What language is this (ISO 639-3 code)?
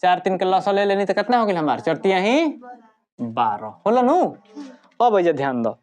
bho